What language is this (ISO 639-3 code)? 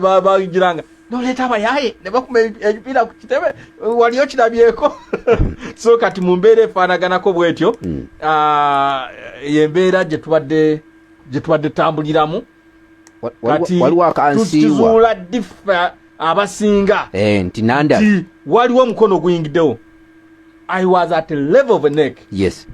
lug